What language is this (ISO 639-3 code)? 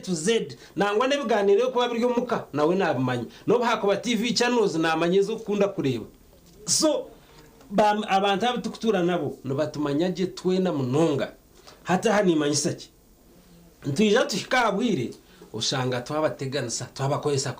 nyn